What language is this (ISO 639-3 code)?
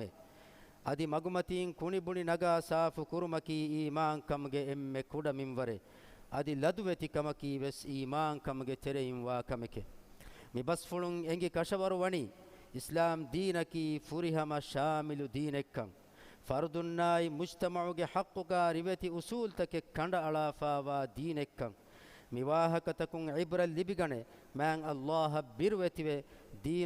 div